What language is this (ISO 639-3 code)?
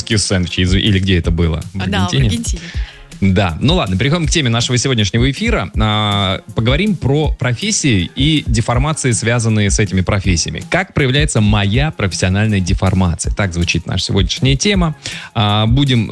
rus